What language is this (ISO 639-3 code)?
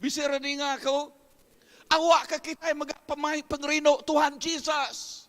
iba